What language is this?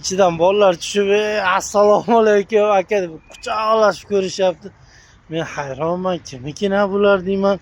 Uzbek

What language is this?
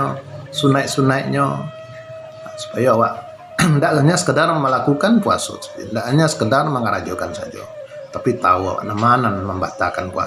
Minangkabau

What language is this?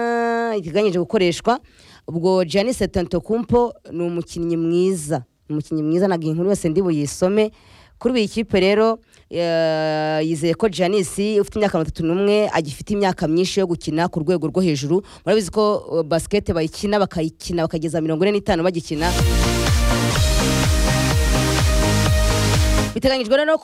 Kinyarwanda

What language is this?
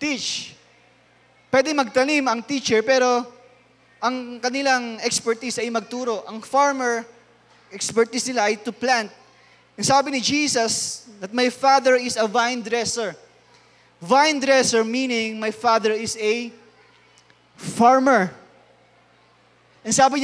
Filipino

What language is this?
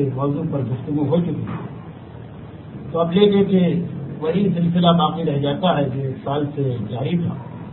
Urdu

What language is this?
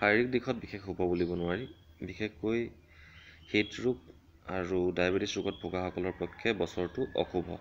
Assamese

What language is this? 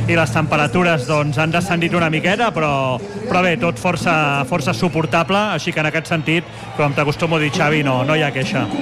Catalan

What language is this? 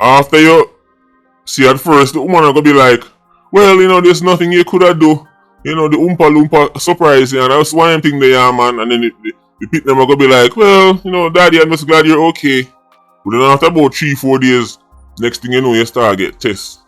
Jamaican Creole English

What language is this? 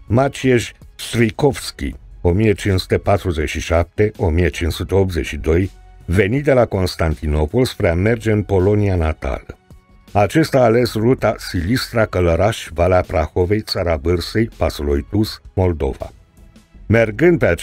Romanian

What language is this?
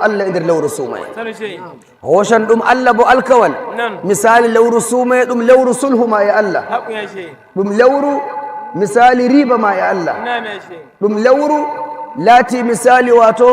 Nigerian Fulfulde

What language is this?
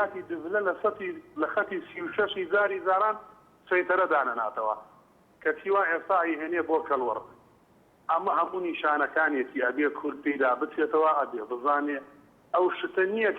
Central Kurdish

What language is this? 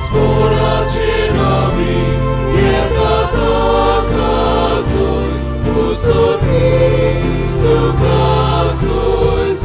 Konkani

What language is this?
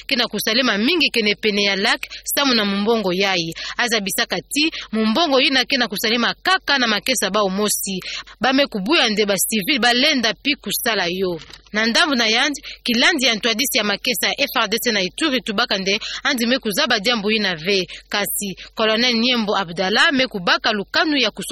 Kituba (Democratic Republic of Congo)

